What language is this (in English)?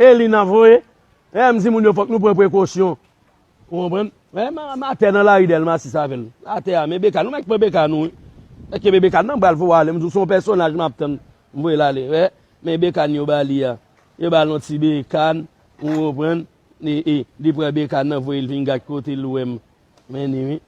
Haitian Creole